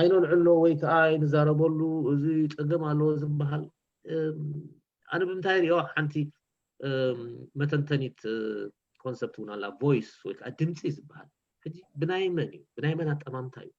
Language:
Tigrinya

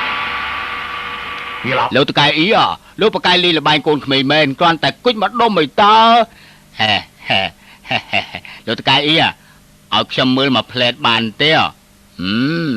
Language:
Khmer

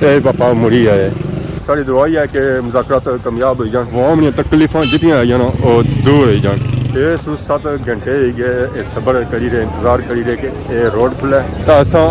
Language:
Pahari-Potwari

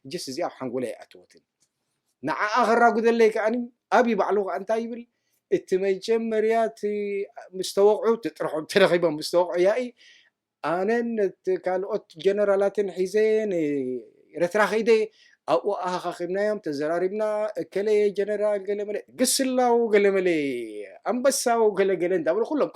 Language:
Tigrinya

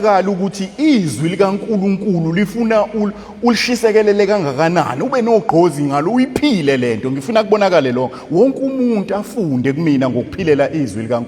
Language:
Zulu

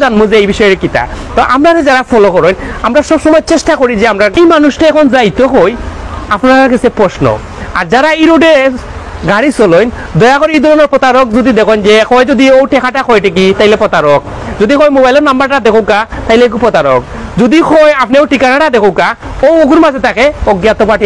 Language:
Sylheti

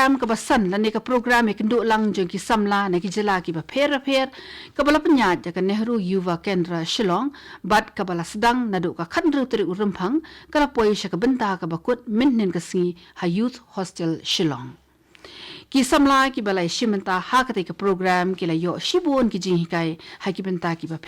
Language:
Khasi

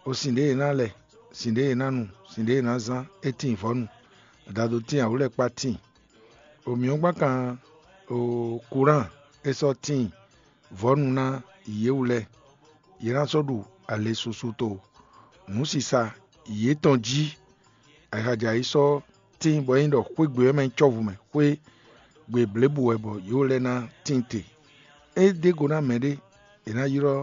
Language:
Fon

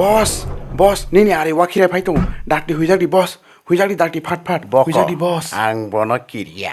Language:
Kok Borok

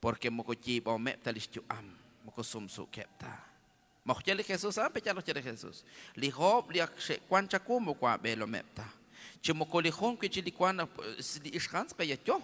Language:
Kekchí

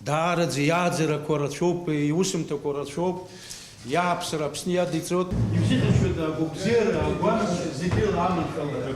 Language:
Abkhazian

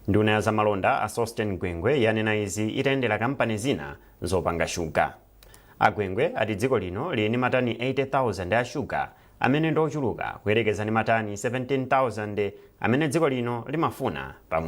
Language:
Nyanja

